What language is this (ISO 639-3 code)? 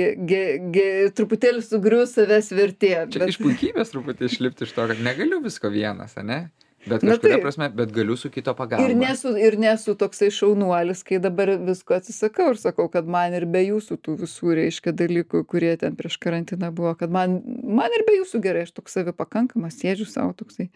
lit